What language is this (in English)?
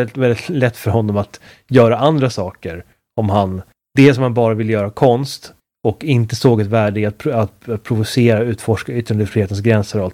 Swedish